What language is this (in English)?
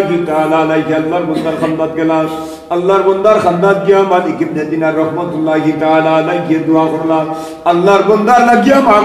Sylheti